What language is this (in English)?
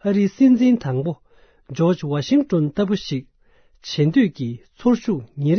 Tibetan